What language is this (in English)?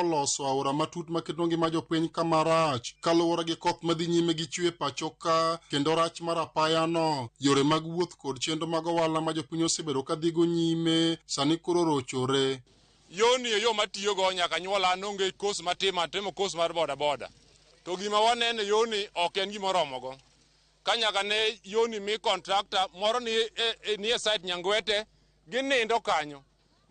Luo (Kenya and Tanzania)